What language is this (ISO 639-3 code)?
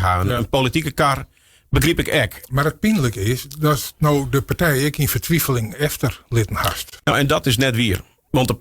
fry